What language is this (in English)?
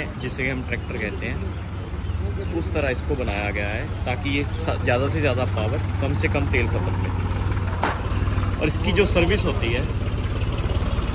Hindi